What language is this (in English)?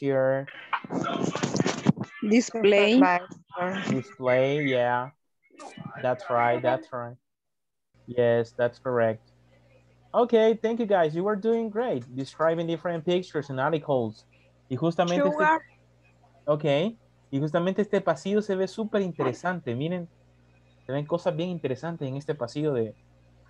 Spanish